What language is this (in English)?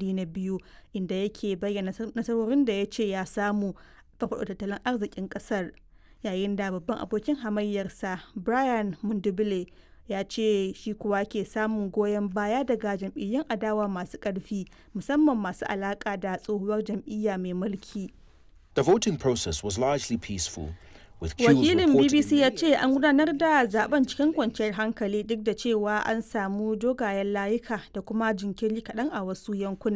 Hausa